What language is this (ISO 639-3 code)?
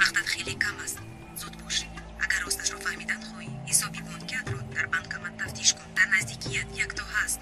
tgk